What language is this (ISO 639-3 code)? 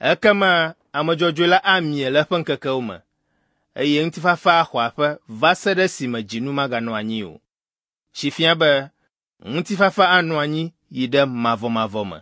ewe